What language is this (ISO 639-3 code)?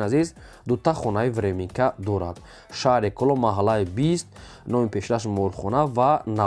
tgk